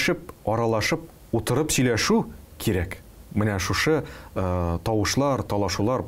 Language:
Tatar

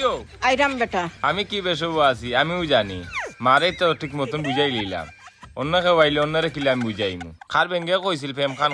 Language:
Sylheti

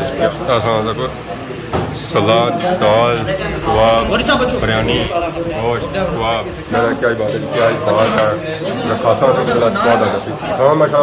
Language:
Pahari-Potwari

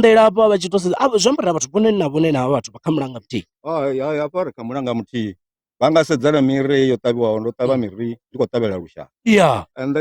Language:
Venda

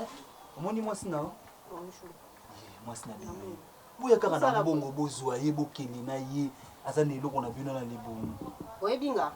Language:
Lingala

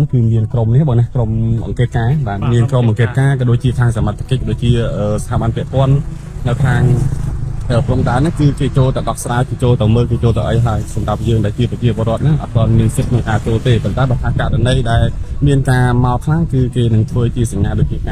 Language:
Khmer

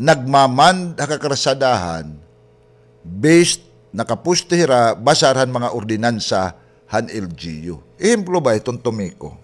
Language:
Waray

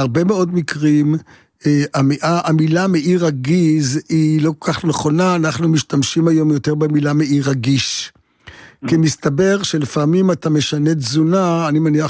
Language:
Hebrew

